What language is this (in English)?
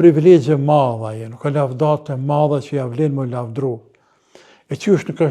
Albanian